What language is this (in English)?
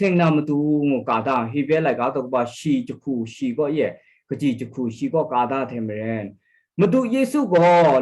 Kachin